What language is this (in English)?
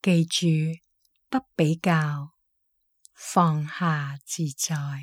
Cantonese